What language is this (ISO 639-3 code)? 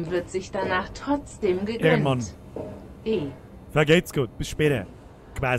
bar